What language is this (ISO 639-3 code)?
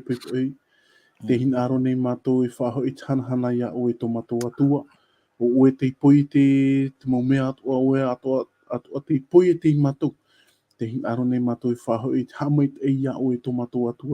tah